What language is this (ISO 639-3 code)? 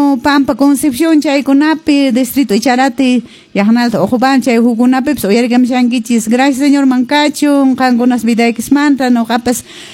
que